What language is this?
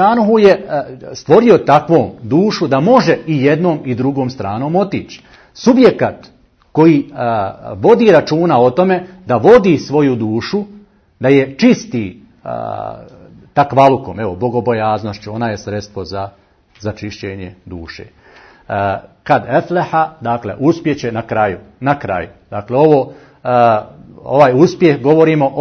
Bosnian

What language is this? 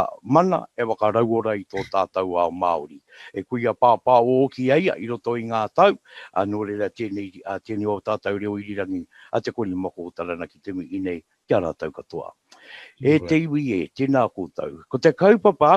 Māori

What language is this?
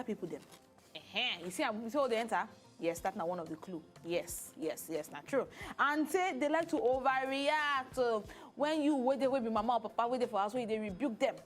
Nigerian Pidgin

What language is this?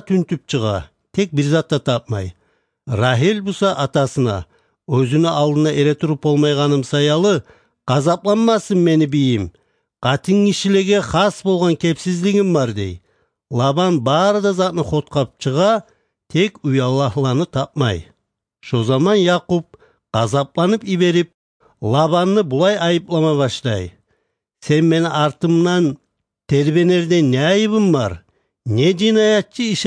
Kumyk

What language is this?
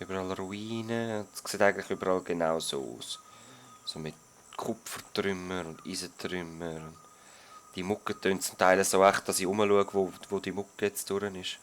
Swiss German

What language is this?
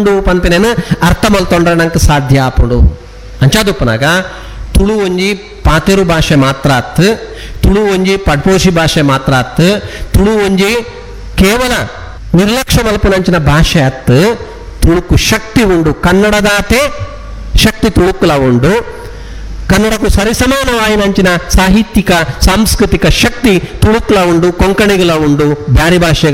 Tulu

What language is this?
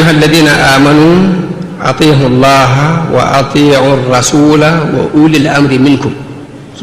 Wolof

